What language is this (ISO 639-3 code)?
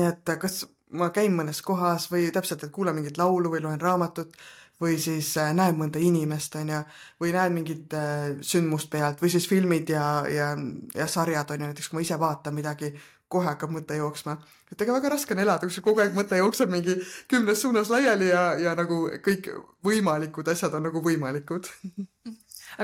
est